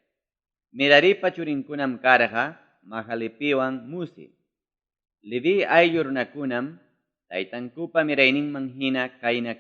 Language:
Ayacucho Quechua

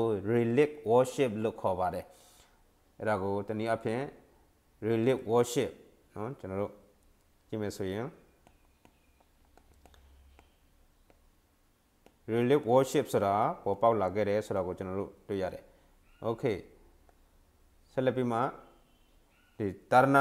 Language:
Burmese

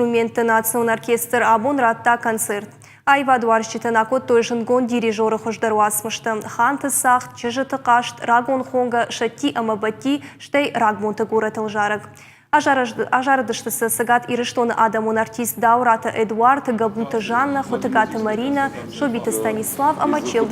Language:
Ossetic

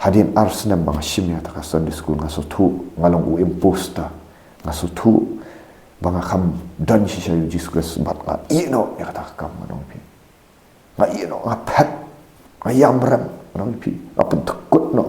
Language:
Khasi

